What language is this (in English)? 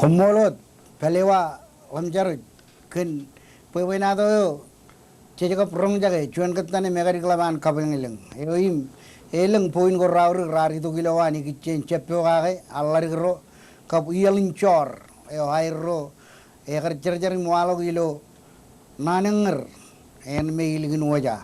Marshallese